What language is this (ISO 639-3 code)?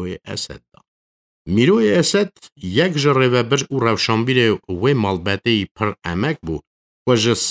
kur